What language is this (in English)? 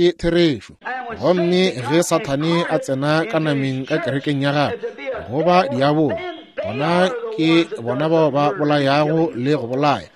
Northern Sotho